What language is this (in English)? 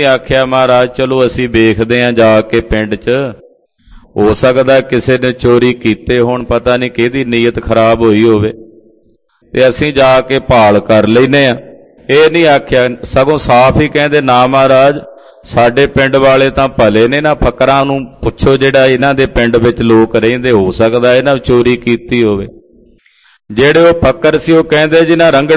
Punjabi